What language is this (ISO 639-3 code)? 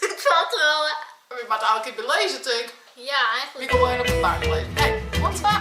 fry